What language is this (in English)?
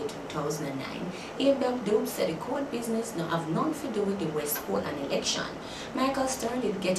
Jamaican Creole English